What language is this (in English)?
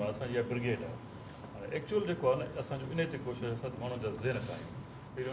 Sindhi